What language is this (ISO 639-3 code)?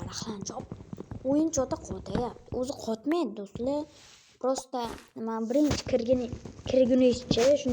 uzb